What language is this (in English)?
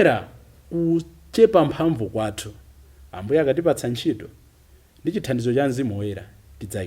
Nyanja